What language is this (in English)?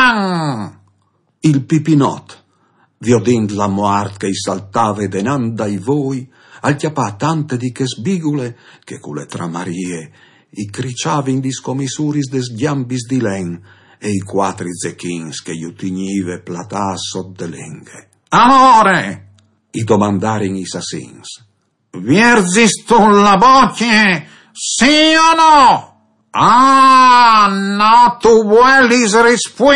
Friulian